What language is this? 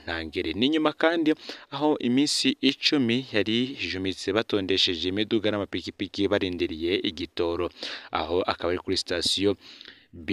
Rundi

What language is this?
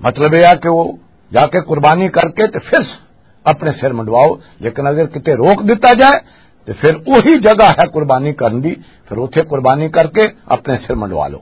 Western Panjabi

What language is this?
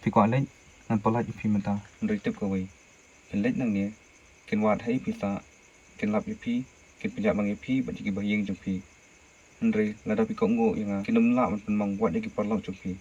Khasi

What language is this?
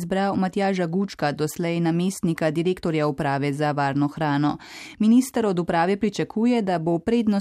Slovenian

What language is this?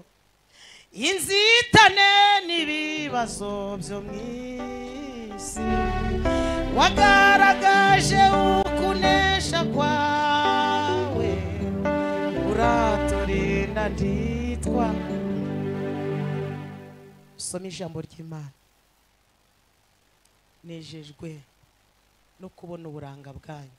Kinyarwanda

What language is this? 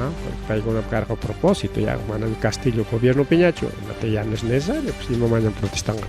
Ayacucho Quechua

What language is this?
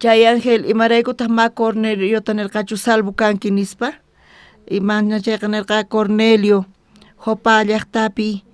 South Bolivian Quechua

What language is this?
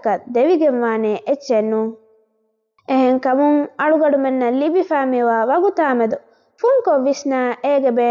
Divehi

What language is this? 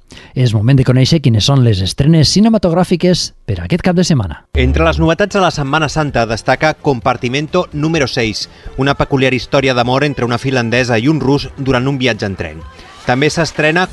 Catalan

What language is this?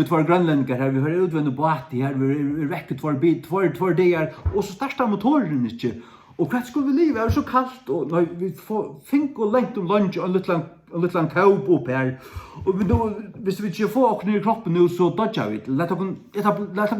Faroese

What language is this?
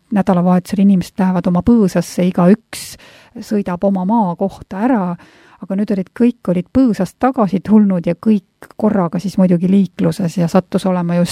Estonian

